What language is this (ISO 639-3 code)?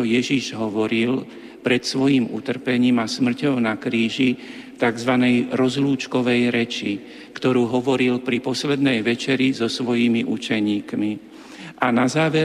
slk